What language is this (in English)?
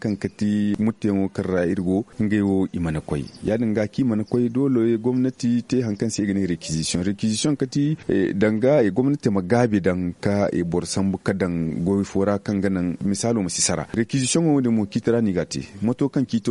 Zarma